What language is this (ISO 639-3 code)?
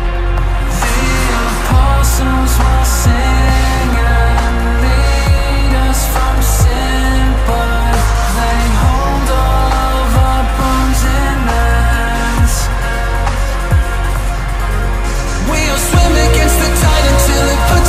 eng